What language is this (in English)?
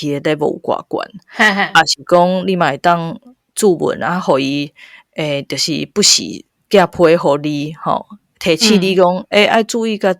Min Nan Chinese